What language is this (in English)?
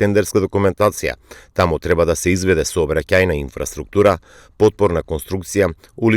Macedonian